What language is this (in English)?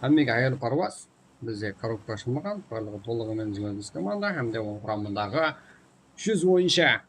Kara-Kalpak